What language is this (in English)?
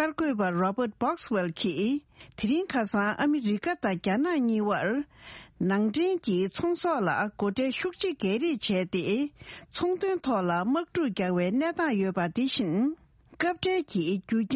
Tibetan